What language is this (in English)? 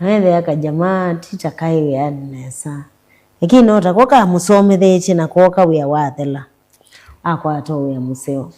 Kamba